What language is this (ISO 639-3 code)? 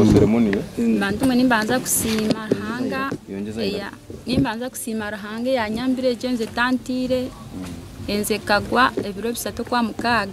nyn